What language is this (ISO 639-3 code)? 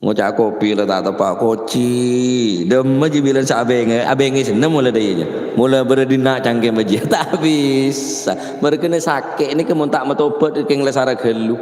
mad